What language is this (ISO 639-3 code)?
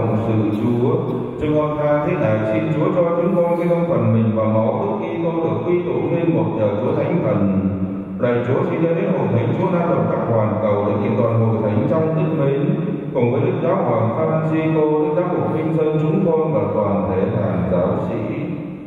vie